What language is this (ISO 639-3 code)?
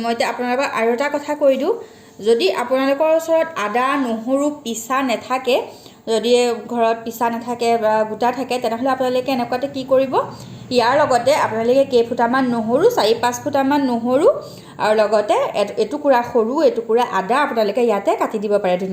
asm